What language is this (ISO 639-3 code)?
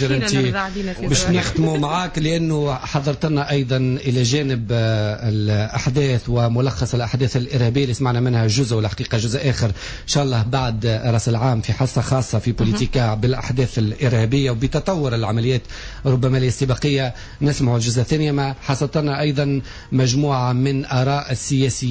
aeb